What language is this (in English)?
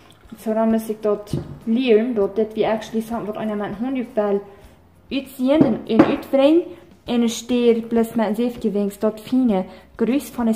Plautdietsch